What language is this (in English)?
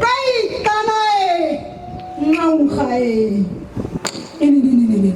Nama